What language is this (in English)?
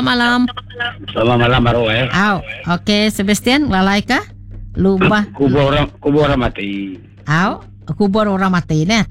Iban